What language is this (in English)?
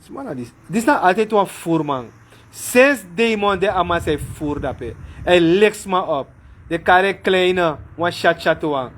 Sranan Tongo